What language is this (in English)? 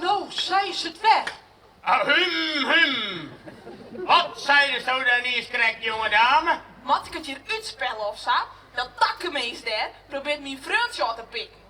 Western Frisian